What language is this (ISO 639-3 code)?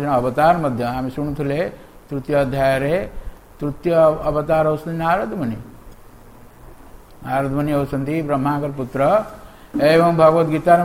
ori